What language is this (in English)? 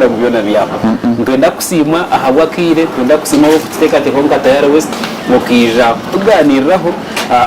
Nyankole